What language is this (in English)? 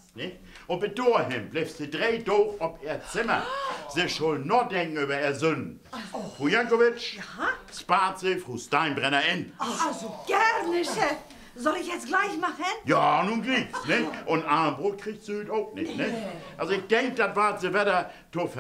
Low German